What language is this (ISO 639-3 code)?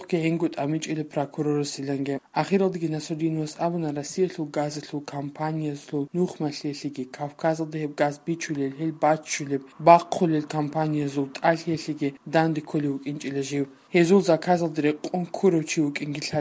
kat